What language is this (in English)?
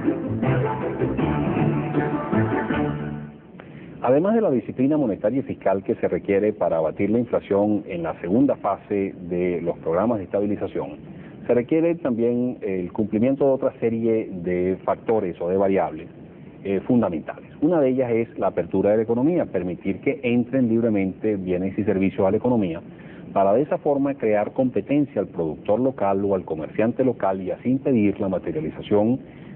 Spanish